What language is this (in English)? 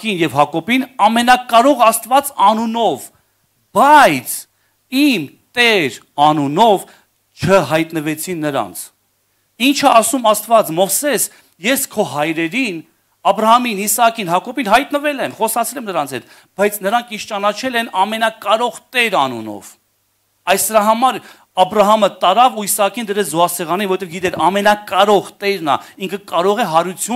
Armenian